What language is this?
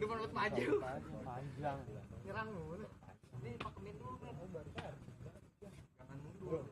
Betawi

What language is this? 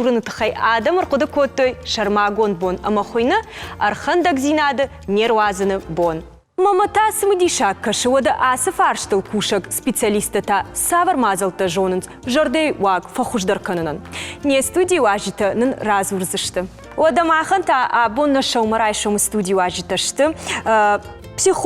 Ossetic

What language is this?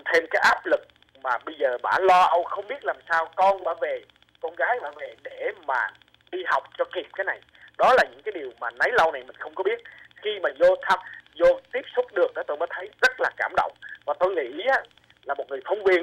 Vietnamese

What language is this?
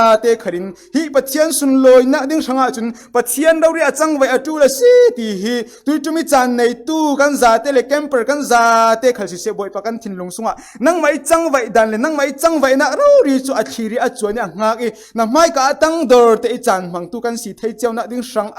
Falam Chin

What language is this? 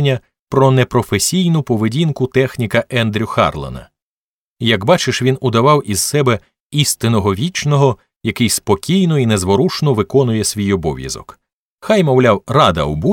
Ukrainian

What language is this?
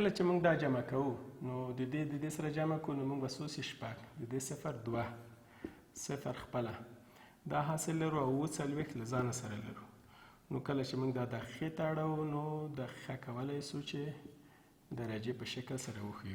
Pashto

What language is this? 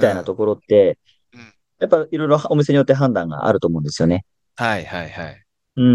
Japanese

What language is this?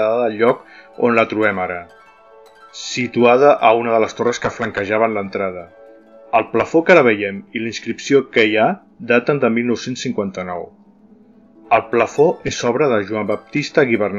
Catalan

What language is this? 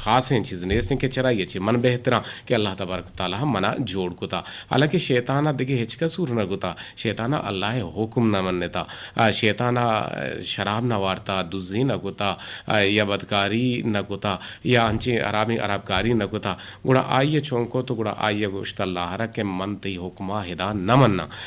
Eastern Balochi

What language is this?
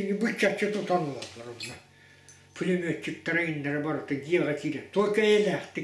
Yakut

